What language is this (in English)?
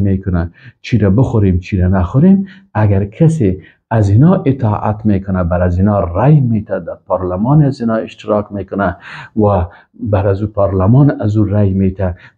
Persian